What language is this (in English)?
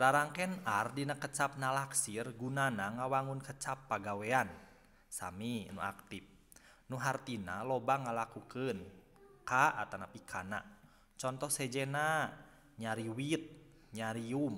Sundanese